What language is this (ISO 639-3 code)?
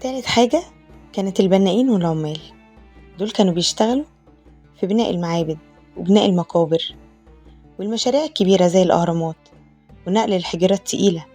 arz